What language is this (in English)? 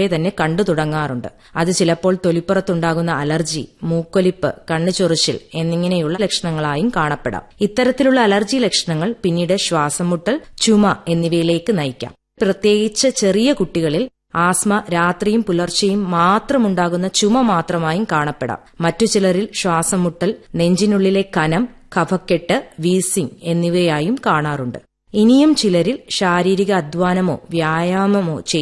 Malayalam